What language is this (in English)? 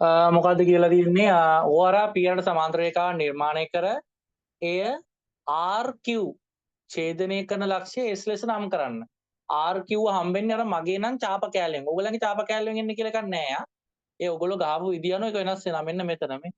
Sinhala